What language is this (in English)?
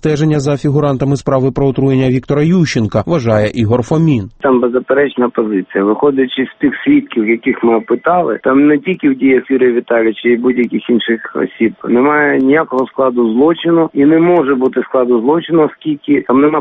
Ukrainian